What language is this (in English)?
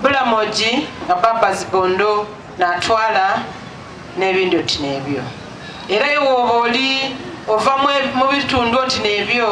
Soga